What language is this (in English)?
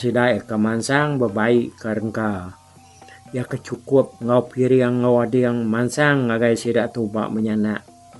Iban